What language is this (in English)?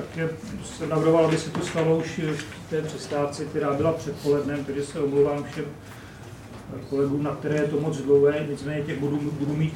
Czech